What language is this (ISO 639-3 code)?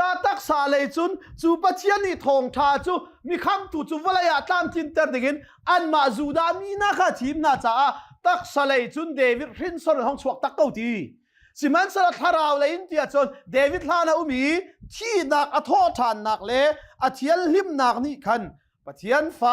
cnh